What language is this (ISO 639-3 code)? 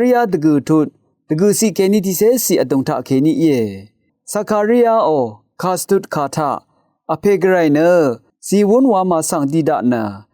raw